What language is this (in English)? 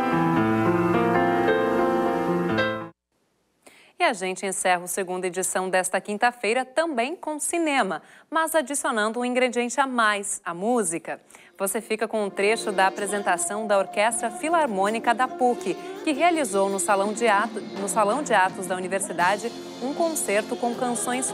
Portuguese